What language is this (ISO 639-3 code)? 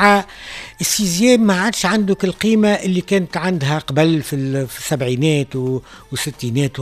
aeb